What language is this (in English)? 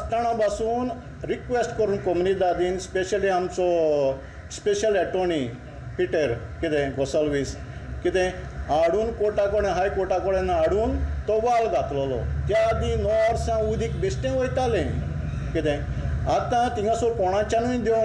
Konkani